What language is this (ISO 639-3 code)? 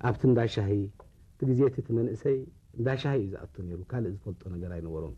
tir